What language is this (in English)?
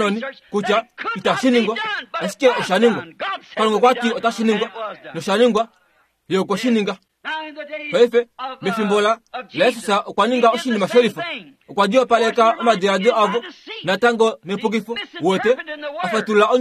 Kuanyama